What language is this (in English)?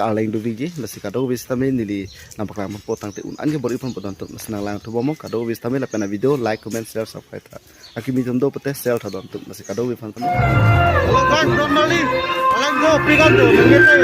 Karbi